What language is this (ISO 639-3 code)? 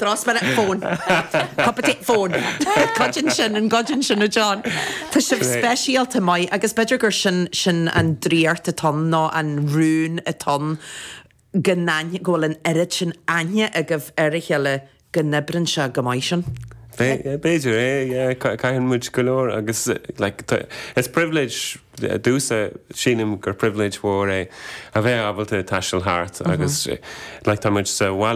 gle